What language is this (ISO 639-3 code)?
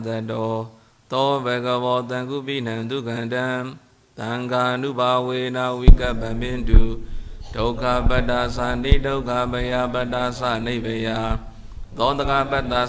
mya